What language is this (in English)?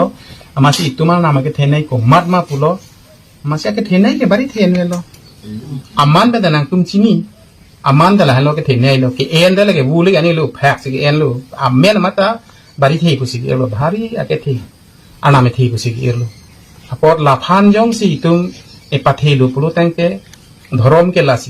Karbi